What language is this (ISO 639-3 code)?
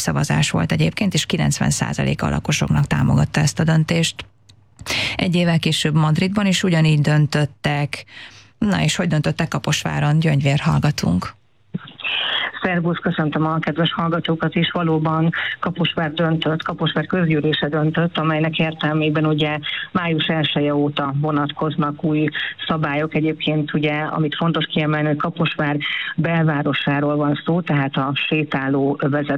hun